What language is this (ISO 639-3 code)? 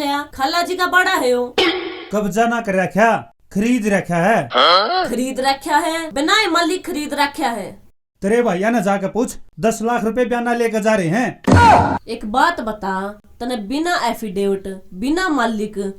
bgc